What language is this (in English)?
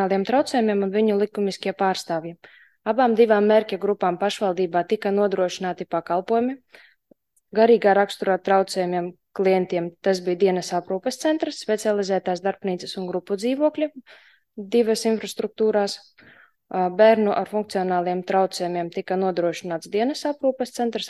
Latvian